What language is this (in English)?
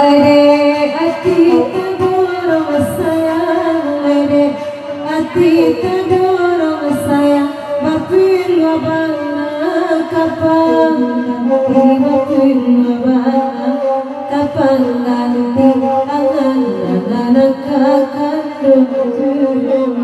Minangkabau